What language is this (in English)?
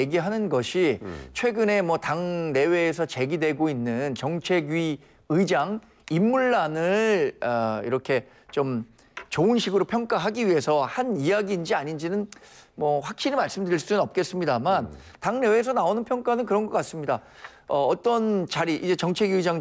Korean